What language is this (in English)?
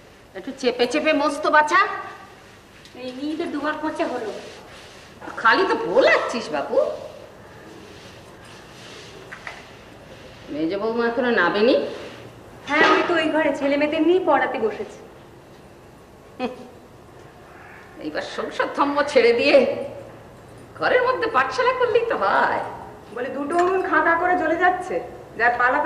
Bangla